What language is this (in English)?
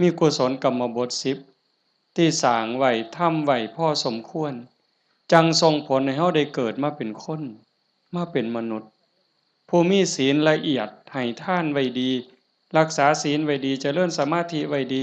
Lao